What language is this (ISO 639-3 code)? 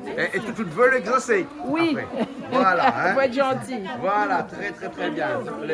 rcf